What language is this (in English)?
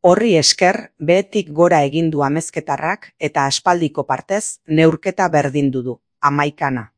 Basque